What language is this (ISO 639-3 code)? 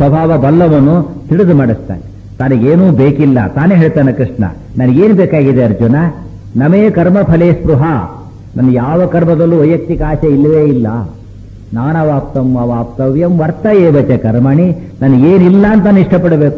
kan